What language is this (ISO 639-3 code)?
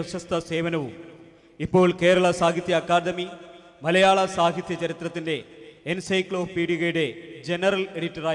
mal